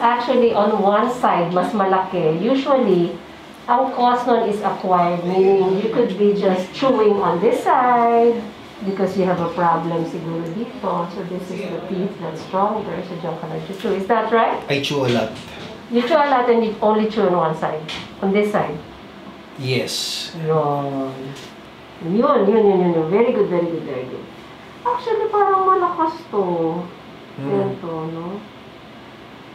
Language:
Filipino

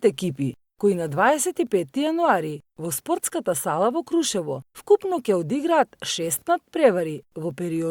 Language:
Macedonian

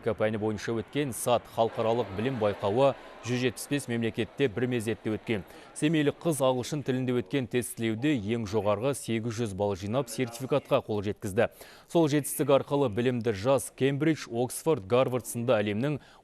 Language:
Kazakh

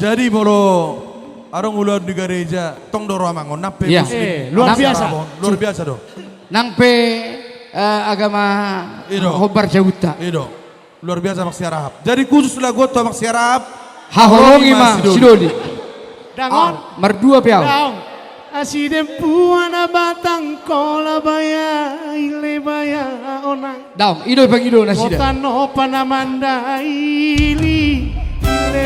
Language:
Batak Toba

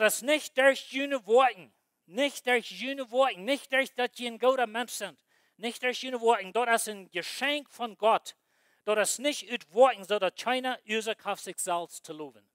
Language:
Plautdietsch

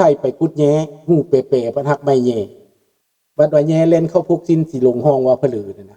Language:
Lao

